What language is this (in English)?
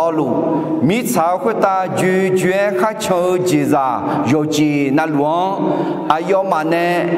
Akha